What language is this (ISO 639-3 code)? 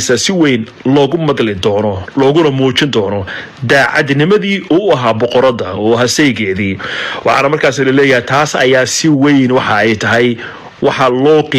som